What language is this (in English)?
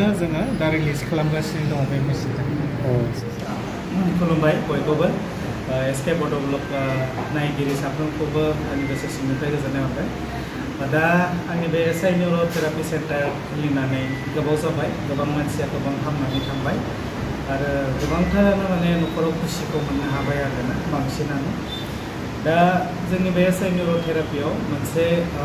Bodo